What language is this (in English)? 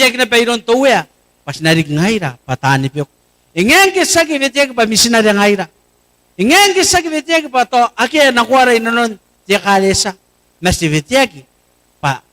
Gilbertese